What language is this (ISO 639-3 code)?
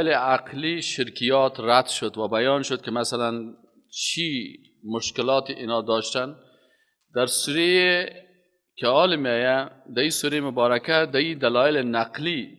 fas